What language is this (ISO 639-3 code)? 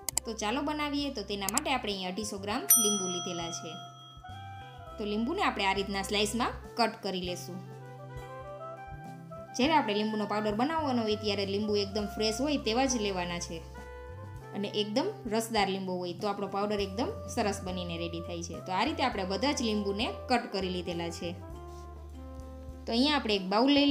guj